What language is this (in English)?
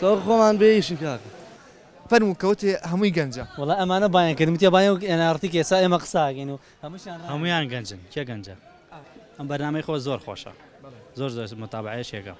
Central Kurdish